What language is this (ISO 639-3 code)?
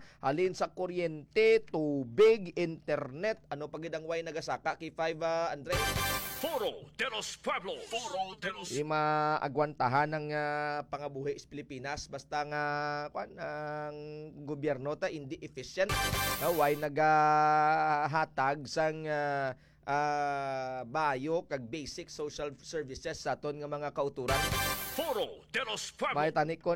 hil